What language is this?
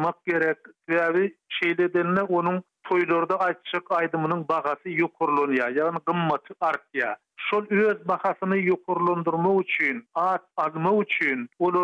Turkmen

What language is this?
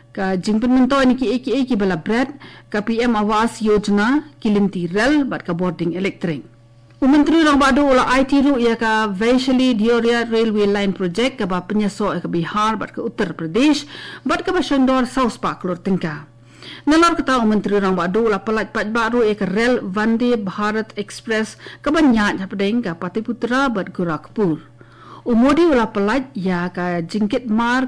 Khasi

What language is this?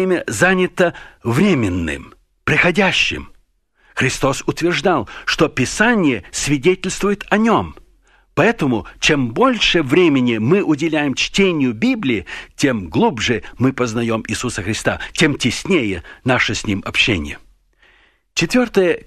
Russian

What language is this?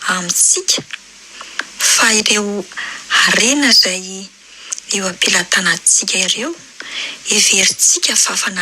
Malagasy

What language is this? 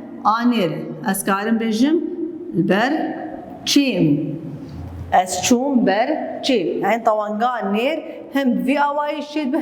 Kurdish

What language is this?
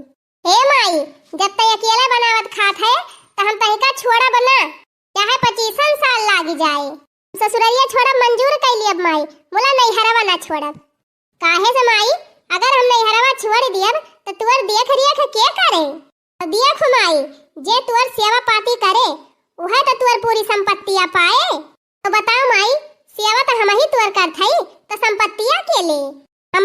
Awadhi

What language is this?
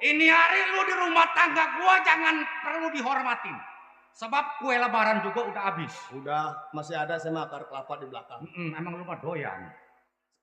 Betawi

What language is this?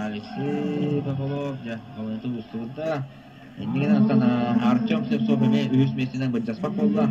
Yakut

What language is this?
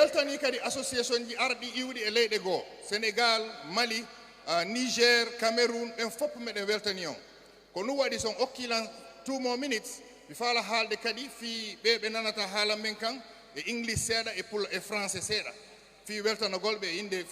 Fula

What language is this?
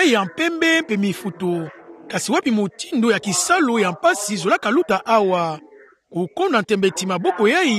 Kituba (Democratic Republic of Congo)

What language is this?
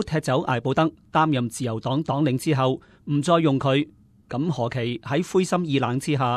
Cantonese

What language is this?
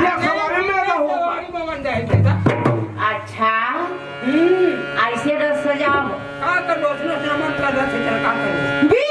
Chhattisgarhi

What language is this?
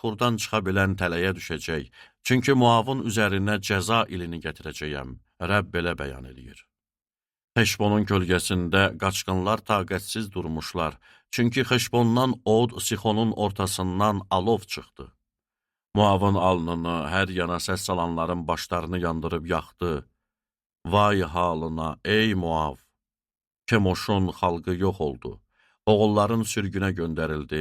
Azerbaijani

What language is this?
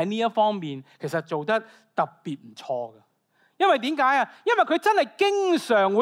Cantonese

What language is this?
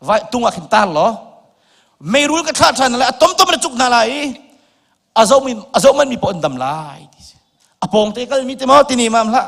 Hakha Chin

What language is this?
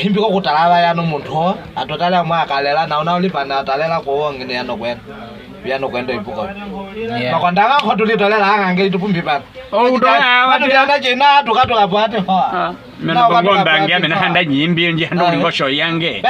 Nyaneka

